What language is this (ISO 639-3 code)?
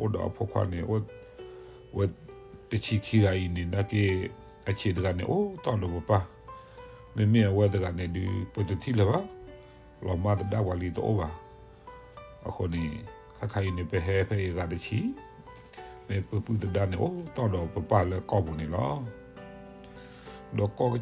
ksw